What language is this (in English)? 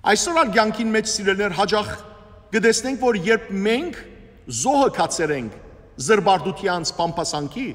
Western Armenian